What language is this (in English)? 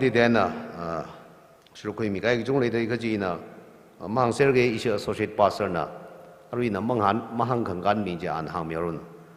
Tangkhul Naga (India)